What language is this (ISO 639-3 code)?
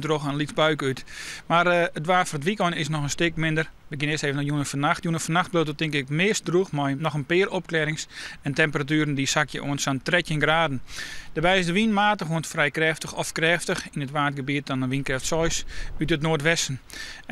fry